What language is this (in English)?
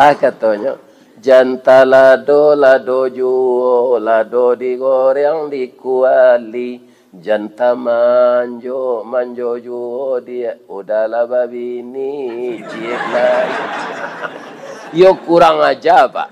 Minangkabau